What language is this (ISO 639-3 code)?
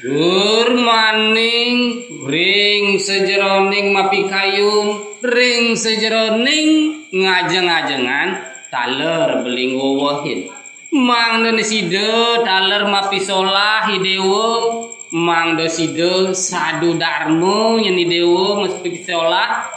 ban